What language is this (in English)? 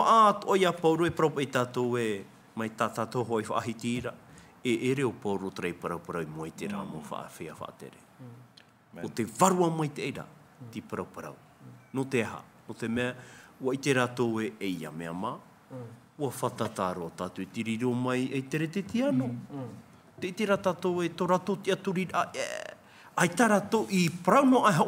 Tahitian